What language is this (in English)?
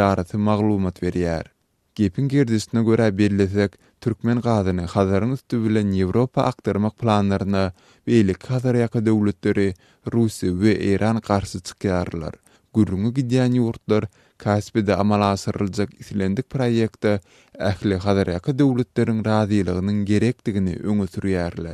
Turkmen